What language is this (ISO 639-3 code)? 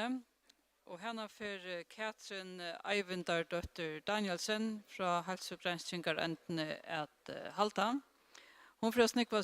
fao